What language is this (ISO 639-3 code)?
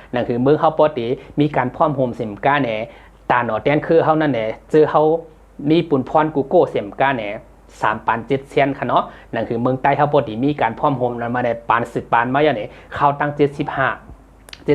shn